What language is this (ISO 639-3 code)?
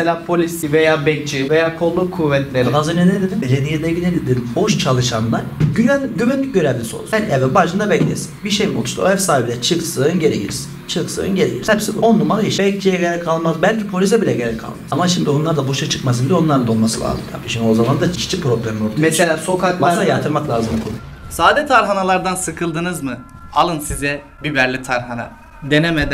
tur